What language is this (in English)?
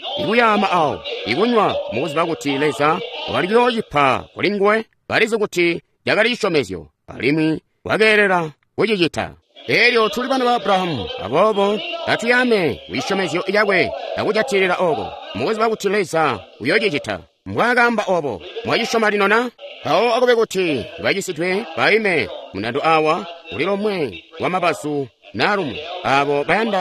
Tonga (Zambia)